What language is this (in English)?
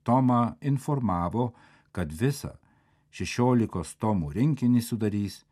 Lithuanian